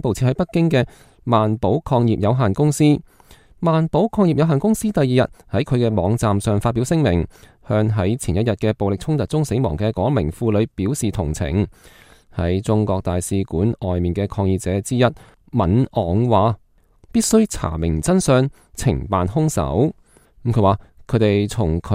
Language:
Cantonese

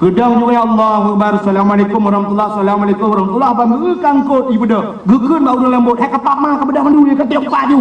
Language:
Achinese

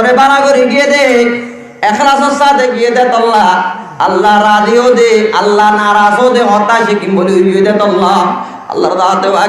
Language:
Rohingya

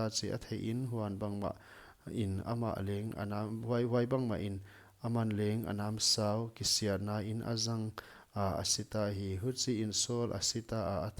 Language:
Paite Chin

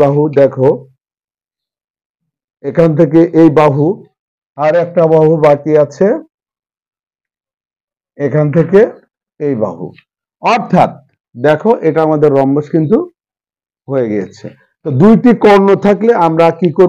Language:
Bangla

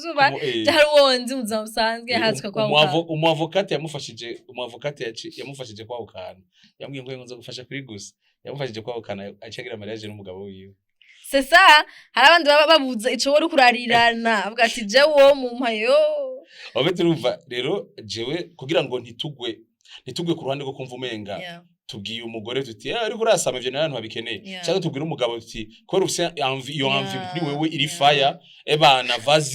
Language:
Rundi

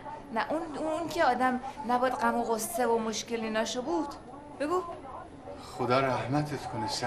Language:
Persian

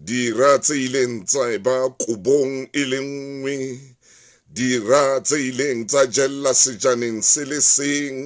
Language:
Southern Sotho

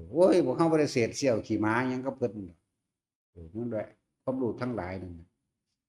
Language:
Northeastern Thai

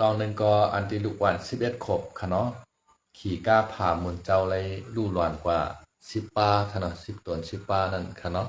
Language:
Shan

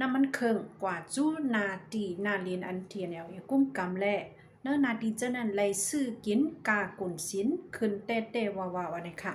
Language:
Shan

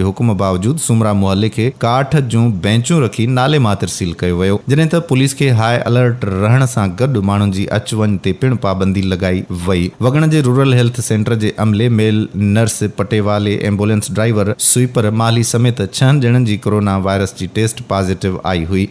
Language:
Sindhi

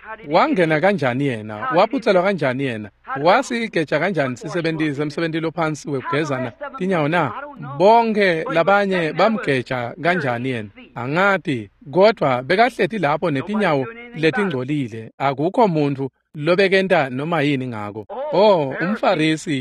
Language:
Swati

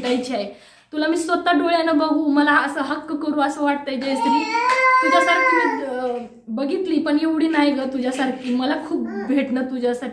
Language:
Marathi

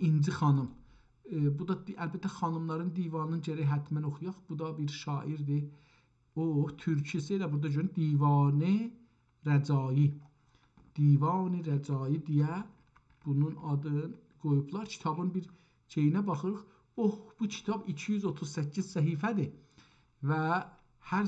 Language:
South Azerbaijani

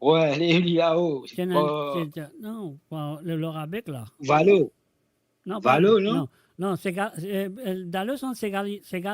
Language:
Morisyen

